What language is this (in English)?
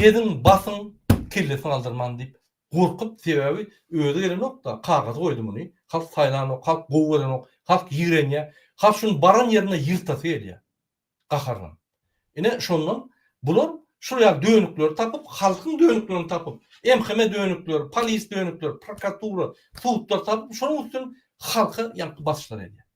Turkmen